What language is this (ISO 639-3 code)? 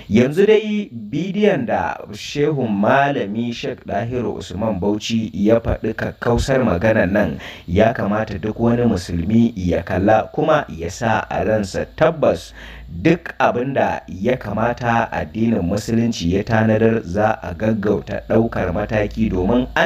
hau